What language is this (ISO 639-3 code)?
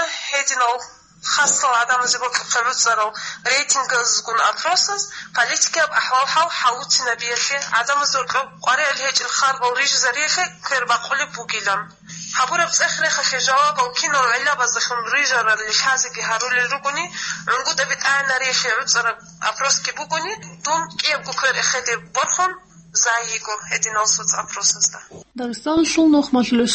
ava